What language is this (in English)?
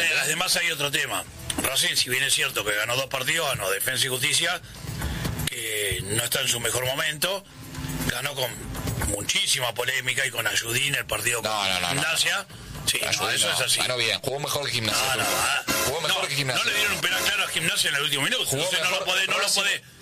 Spanish